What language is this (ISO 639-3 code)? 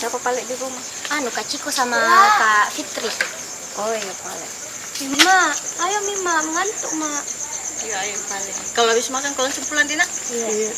mfp